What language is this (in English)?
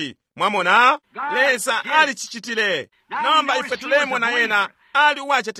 Bemba